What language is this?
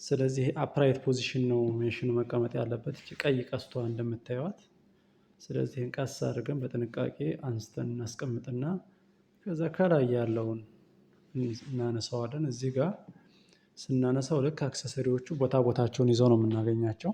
Amharic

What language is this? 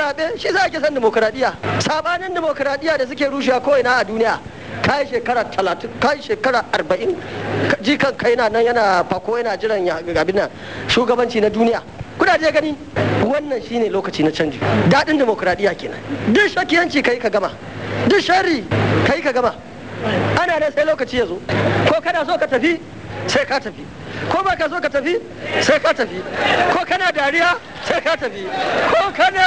Hausa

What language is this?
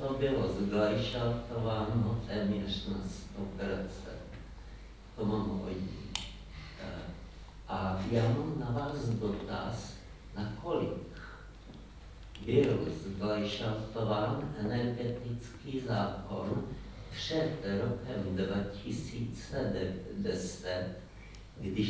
Czech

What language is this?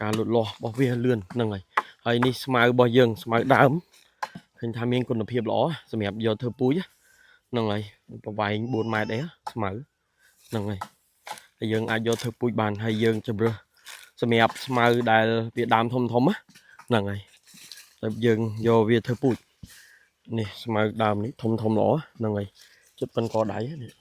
Khmer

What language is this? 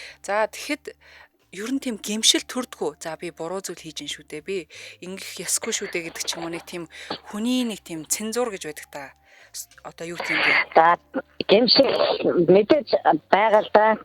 Mongolian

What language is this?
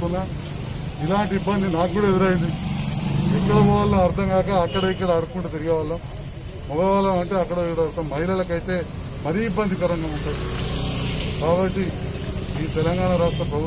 Telugu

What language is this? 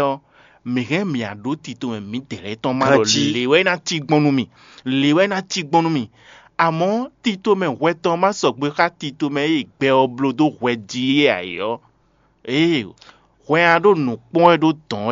Fon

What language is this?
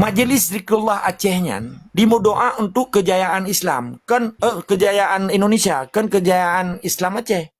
Achinese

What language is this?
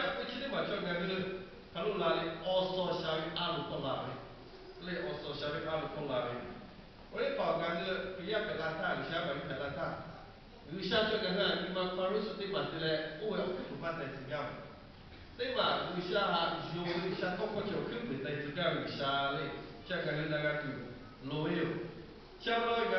Lahu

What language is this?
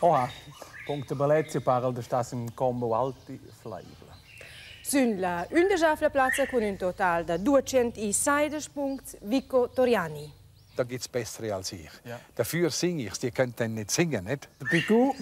Romansh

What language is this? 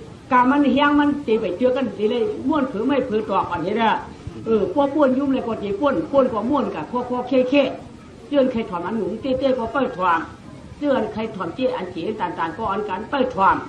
Shan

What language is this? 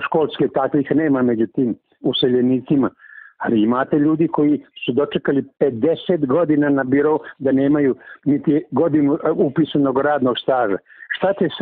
Serbian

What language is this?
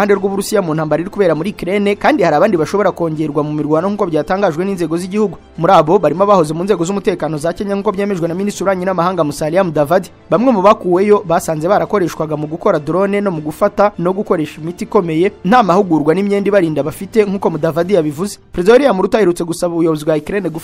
Kinyarwanda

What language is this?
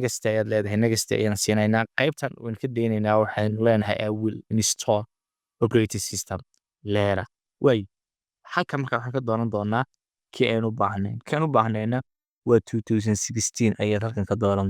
Somali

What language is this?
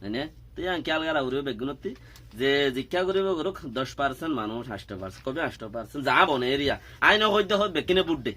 Rohingya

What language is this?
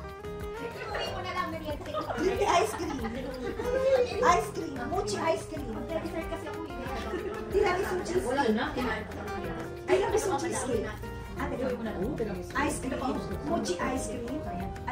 Filipino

